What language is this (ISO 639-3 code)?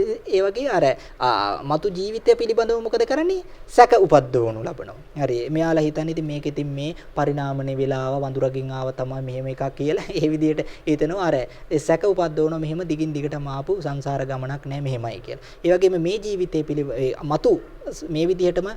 sin